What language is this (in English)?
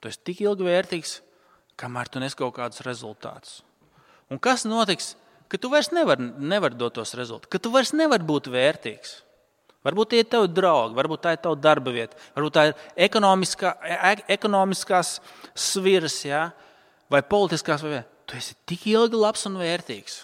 Latvian